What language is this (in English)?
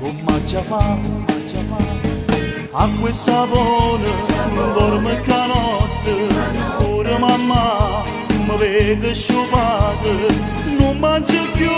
Neapolitan